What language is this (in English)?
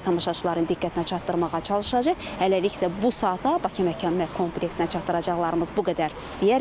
Azerbaijani